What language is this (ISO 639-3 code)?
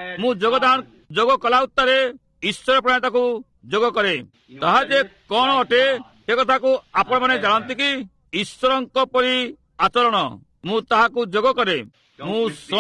ori